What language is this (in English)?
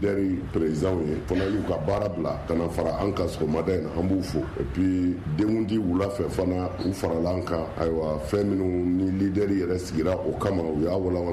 Bambara